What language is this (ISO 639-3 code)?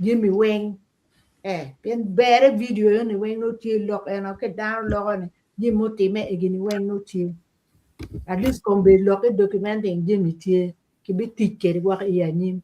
ach